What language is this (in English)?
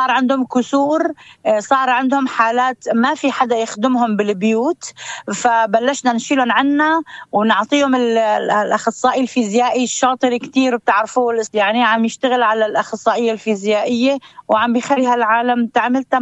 North Levantine Arabic